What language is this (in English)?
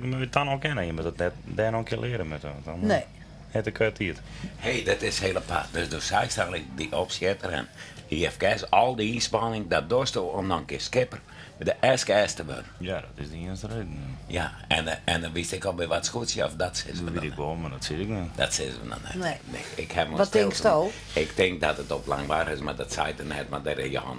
Western Frisian